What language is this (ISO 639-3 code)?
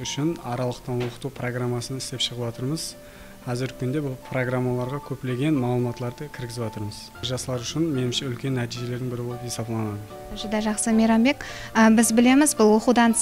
kaa